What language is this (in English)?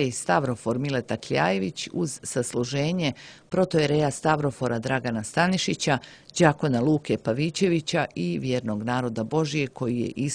Serbian